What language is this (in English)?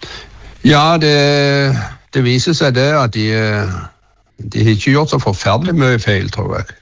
Norwegian